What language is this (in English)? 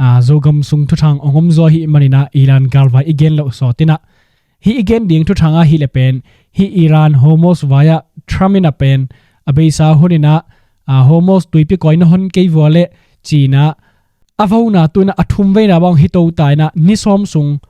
Tedim Chin